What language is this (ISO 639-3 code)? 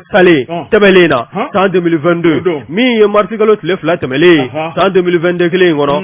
bam